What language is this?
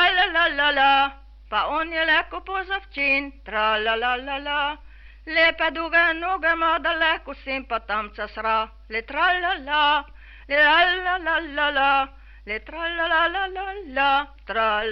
Slovenian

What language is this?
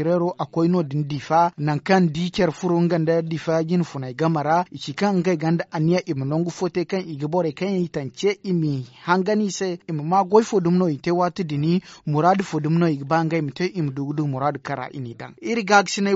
Zarma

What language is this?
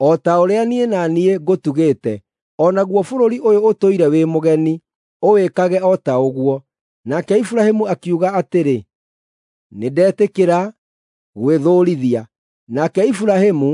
Kikuyu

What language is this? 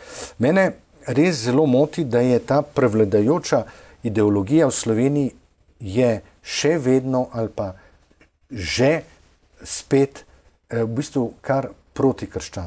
Slovenian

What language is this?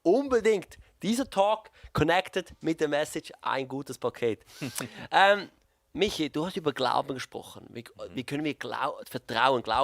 Swiss German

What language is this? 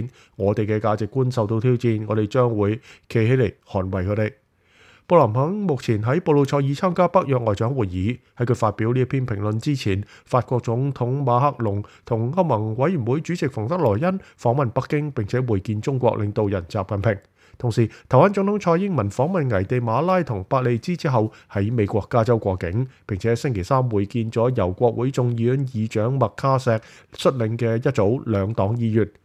Cantonese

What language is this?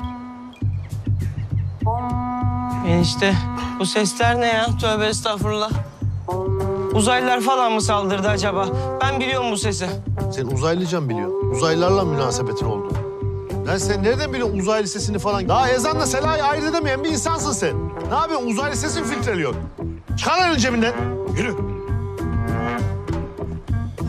Turkish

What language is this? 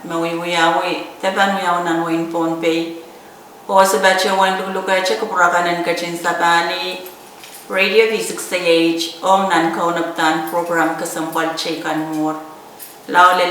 Pohnpeian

